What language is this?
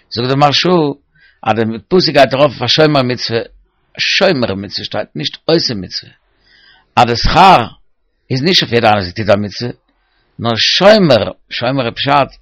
Yiddish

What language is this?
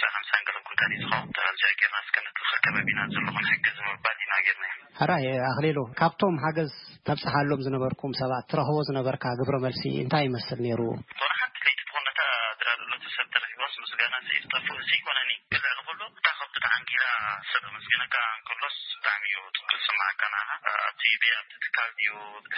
Tigrinya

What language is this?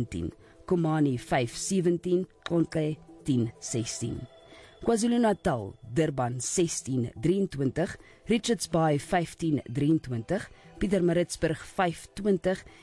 Afrikaans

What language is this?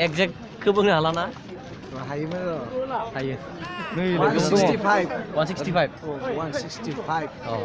Bodo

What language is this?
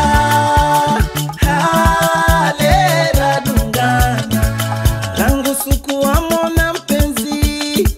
Swahili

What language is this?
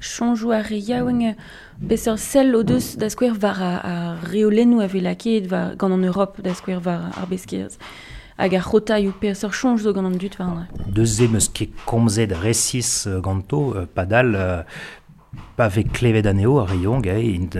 Breton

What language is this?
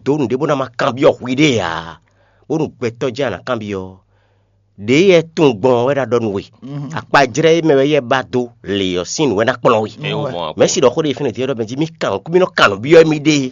Fon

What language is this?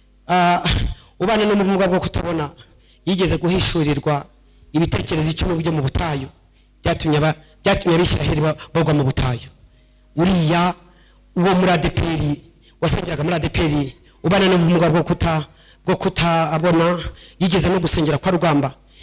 Kinyarwanda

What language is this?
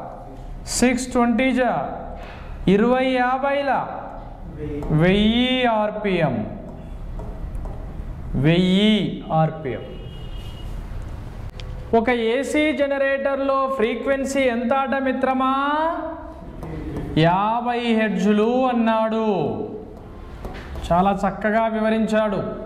Telugu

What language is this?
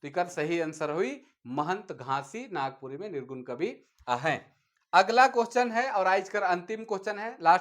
Sadri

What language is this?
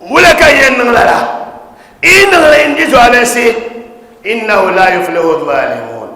Dagbani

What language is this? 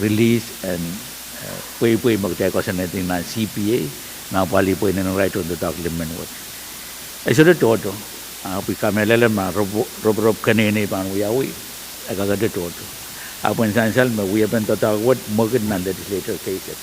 Pohnpeian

